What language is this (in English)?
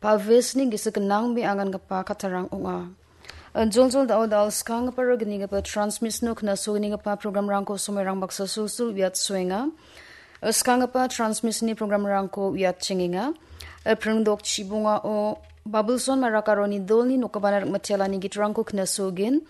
Garo